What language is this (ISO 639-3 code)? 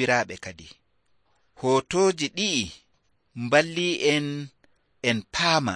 fuv